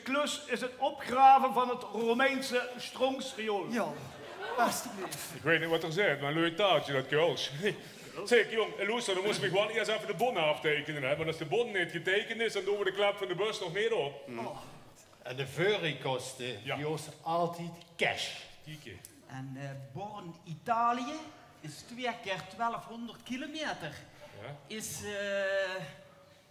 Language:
Limburgish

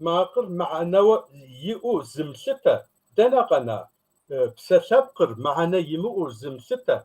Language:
Kabardian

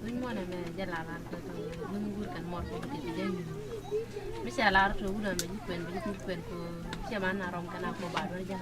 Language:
Nuer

